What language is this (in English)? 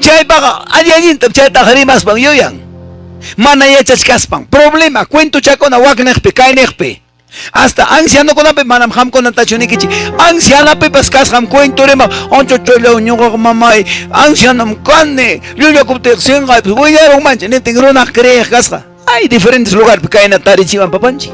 Quechua